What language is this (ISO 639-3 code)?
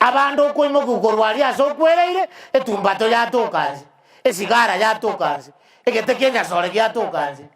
guz